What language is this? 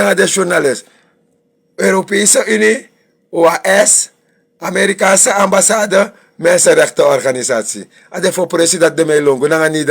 Sranan Tongo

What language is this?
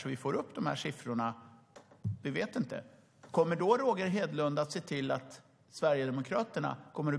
Swedish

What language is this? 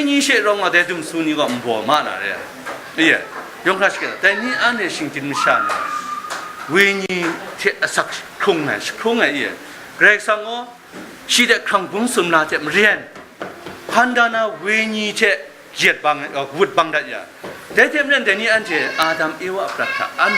Kachin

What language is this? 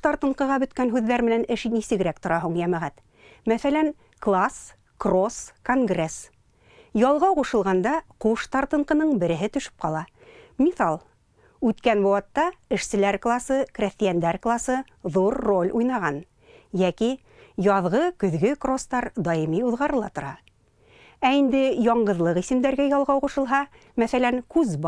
Bashkir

